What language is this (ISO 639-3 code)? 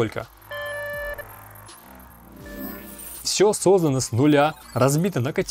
rus